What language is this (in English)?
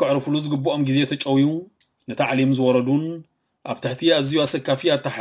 Tigrinya